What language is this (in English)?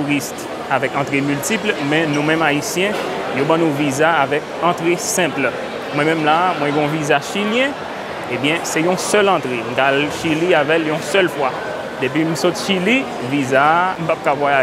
Haitian Creole